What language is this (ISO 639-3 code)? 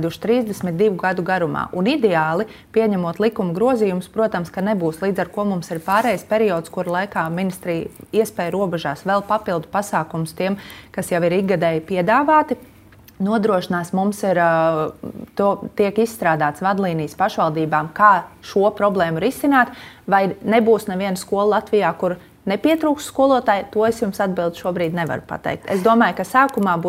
lav